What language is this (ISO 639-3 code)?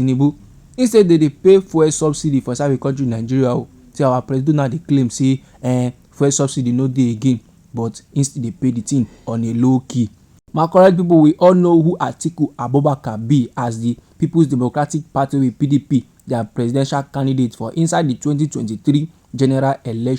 pcm